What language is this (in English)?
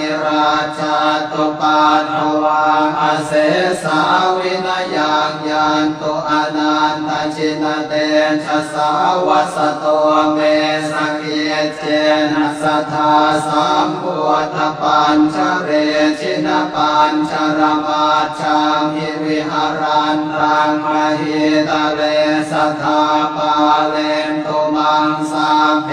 Pali